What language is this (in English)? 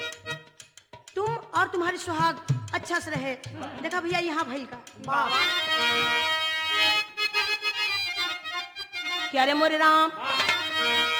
Bhojpuri